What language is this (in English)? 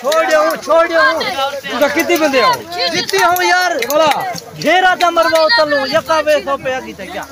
Saraiki